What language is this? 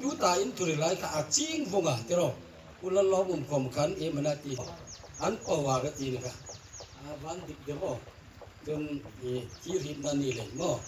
Hmar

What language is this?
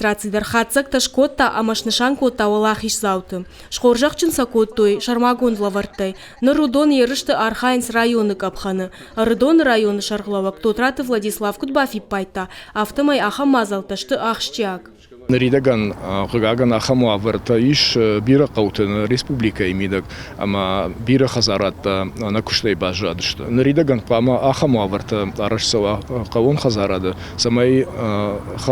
Ossetic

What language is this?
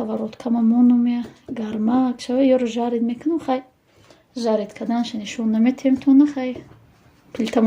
Tajik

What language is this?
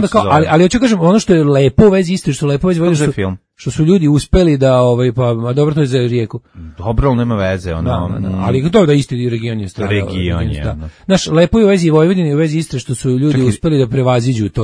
Serbian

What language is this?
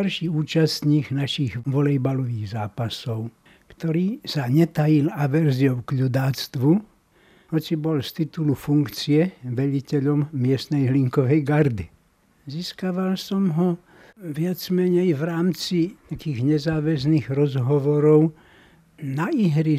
Slovak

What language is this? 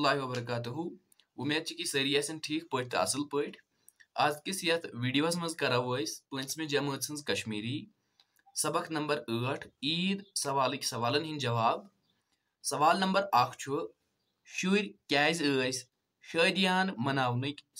Kashmiri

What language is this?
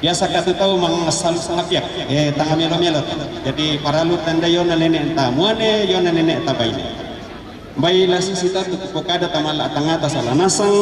Toraja-Sa'dan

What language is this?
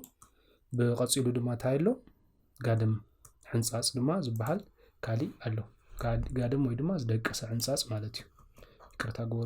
Tigrinya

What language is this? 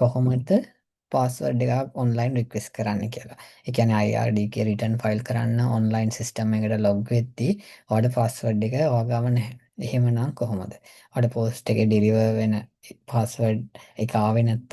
Sinhala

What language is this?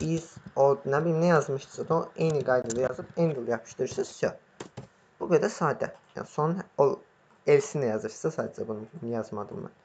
Azerbaijani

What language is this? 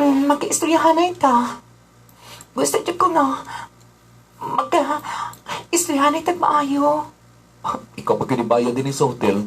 Cebuano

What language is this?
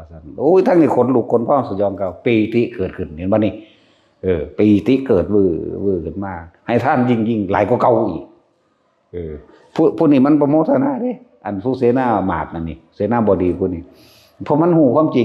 Northeastern Thai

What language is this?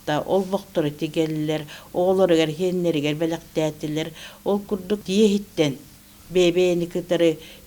Yakut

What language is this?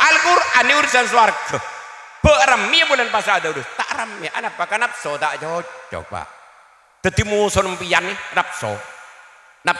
Madurese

